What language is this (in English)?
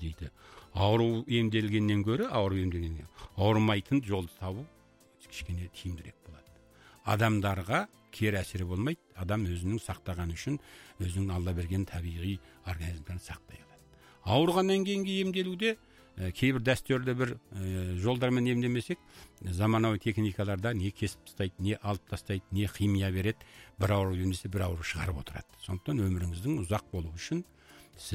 Kazakh